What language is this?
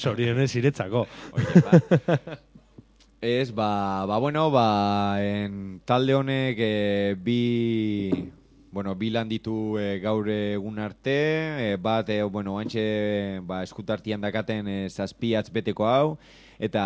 Basque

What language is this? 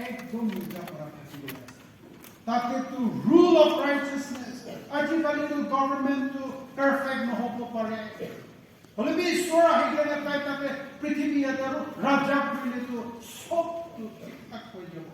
Naga Pidgin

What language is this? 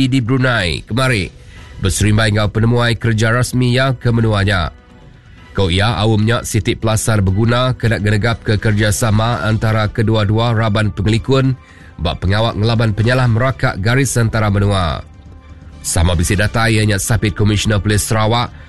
Iban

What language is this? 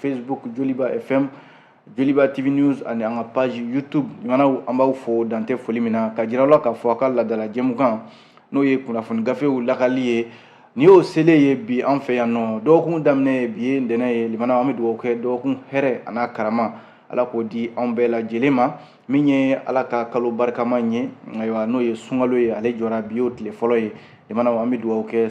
Bambara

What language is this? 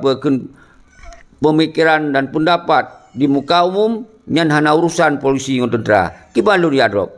Achinese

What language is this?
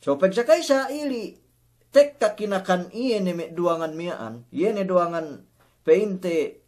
Yakan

